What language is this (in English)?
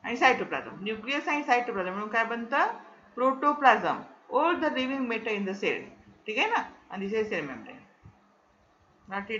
Marathi